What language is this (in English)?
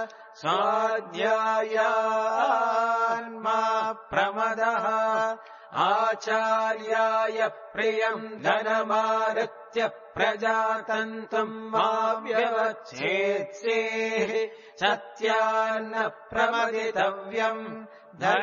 Sanskrit